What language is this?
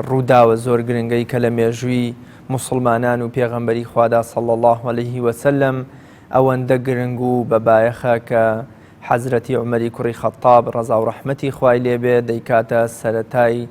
Central Kurdish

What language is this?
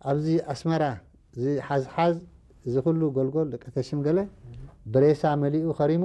Tigrinya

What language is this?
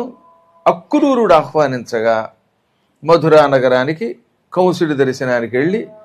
Telugu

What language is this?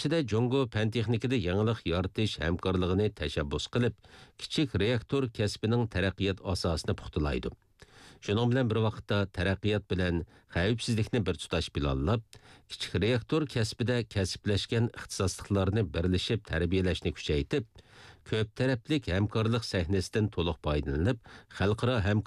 Uyghur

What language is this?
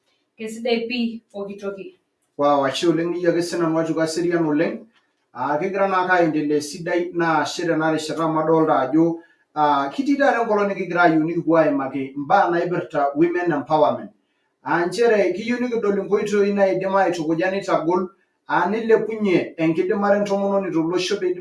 Masai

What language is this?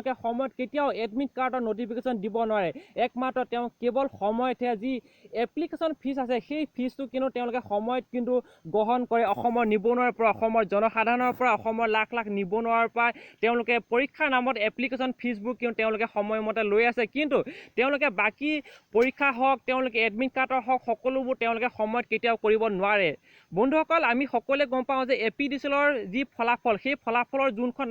Assamese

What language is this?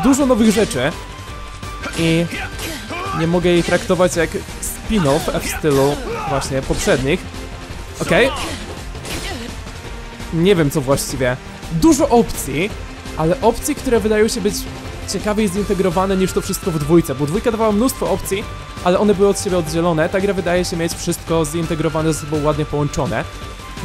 Polish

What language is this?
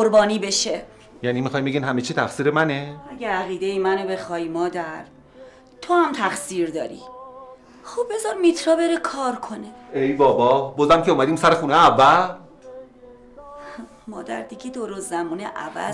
Persian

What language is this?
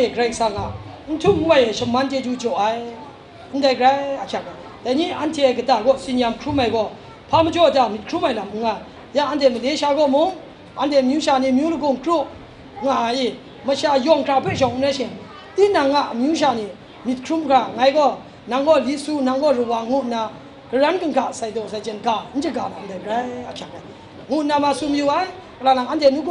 Kachin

